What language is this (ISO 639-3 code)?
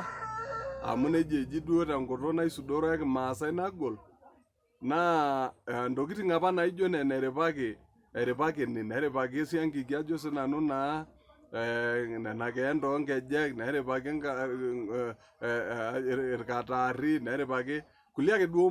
mas